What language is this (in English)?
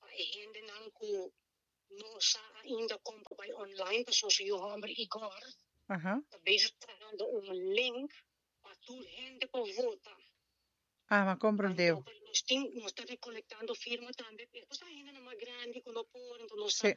Papiamento